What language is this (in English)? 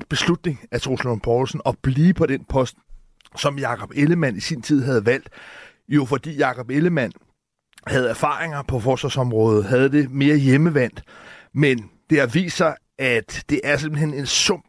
Danish